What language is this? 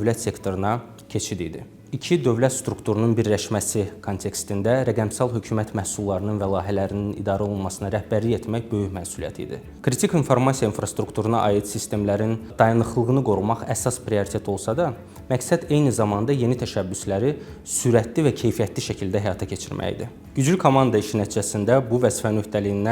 Azerbaijani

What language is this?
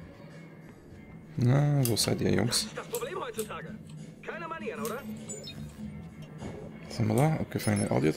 German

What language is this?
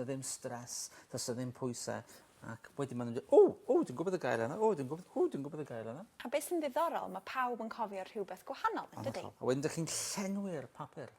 Welsh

